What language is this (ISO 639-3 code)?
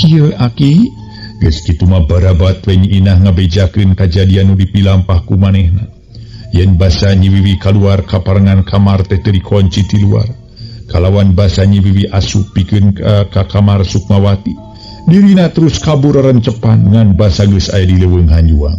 sun